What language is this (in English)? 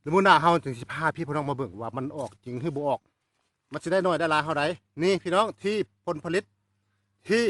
Northeastern Thai